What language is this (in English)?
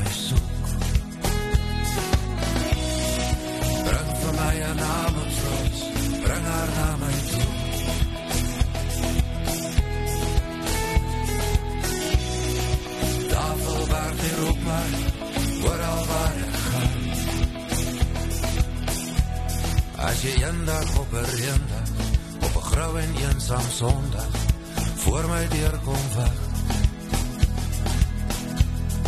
Afrikaans